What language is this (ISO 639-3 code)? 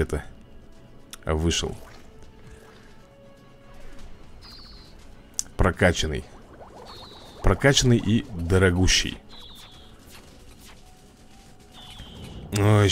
rus